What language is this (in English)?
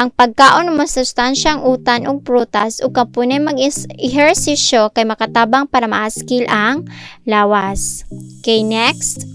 Cebuano